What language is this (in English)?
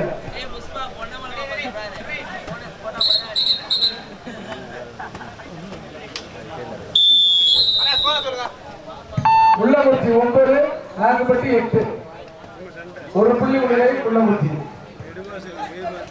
Tamil